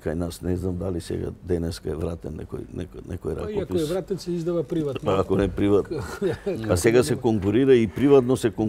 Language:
Macedonian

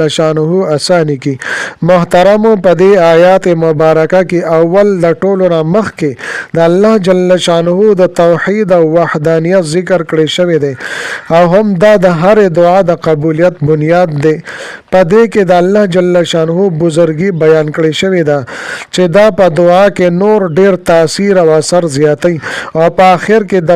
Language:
Pashto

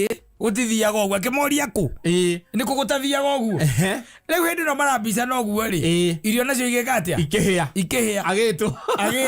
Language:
Kikuyu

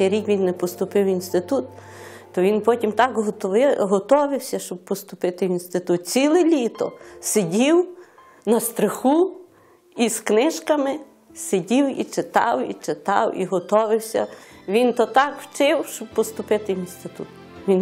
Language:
Ukrainian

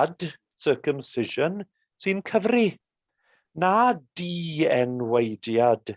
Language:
Welsh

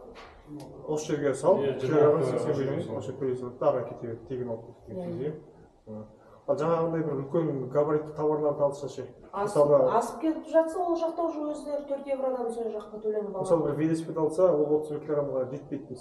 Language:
Kazakh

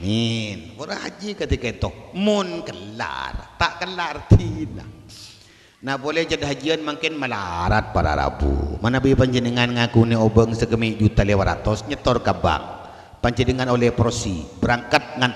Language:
Madurese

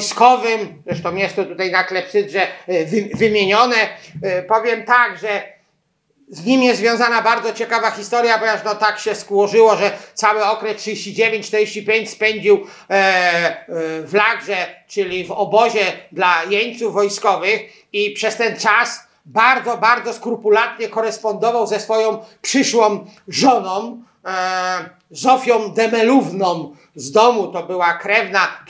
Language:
Polish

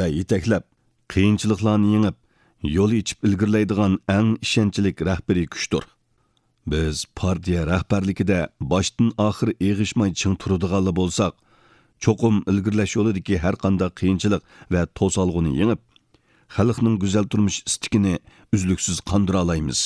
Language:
Uyghur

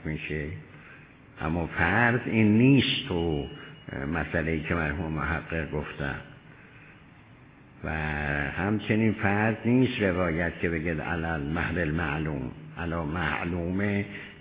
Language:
Persian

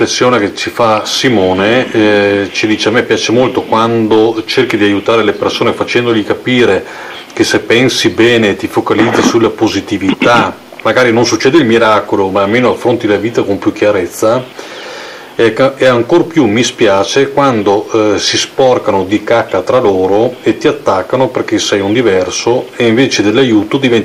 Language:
Italian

